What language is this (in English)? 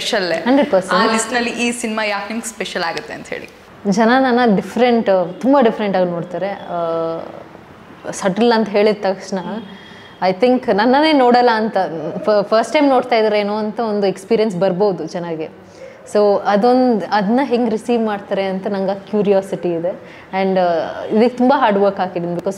Kannada